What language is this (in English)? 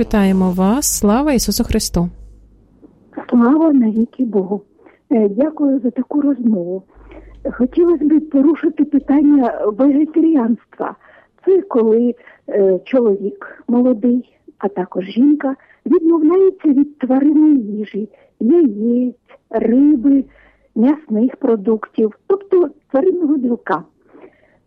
Ukrainian